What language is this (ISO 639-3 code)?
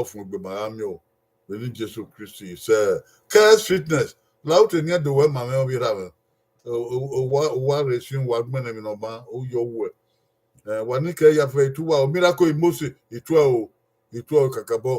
bin